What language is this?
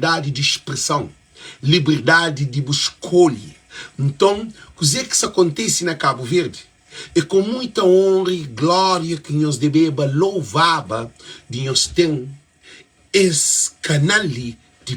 Kabuverdianu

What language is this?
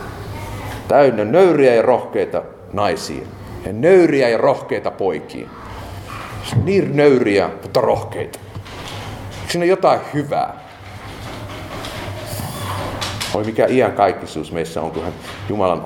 Finnish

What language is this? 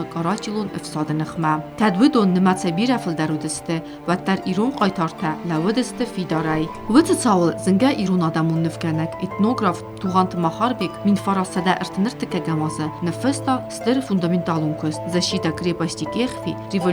Ossetic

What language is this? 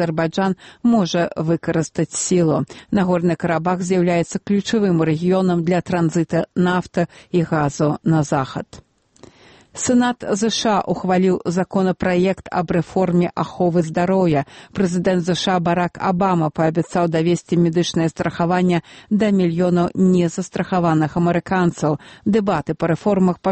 Belarusian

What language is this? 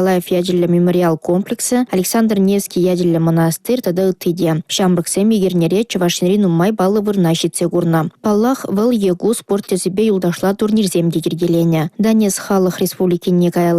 Chuvash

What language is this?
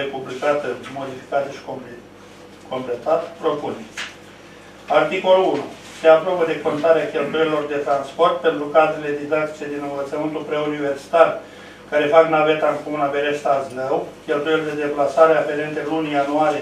Romanian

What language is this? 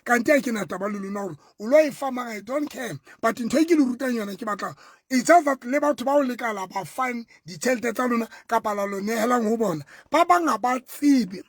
Southern Sotho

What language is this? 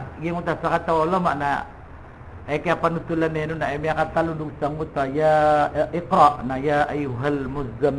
Maranao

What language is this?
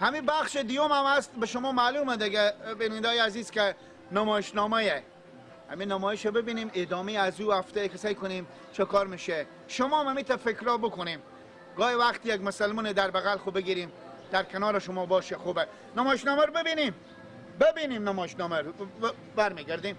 Persian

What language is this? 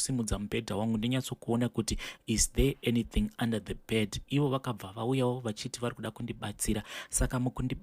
Shona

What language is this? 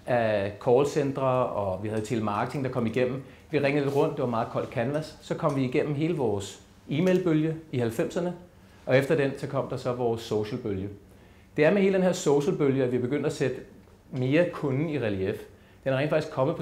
Danish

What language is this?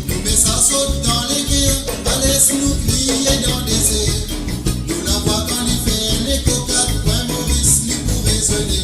Morisyen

